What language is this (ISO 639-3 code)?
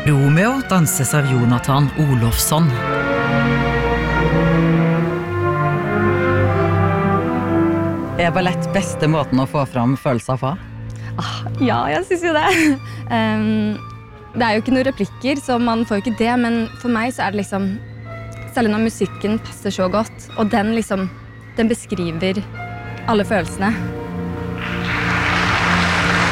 nor